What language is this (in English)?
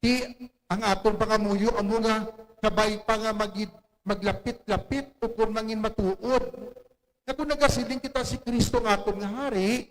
Hiligaynon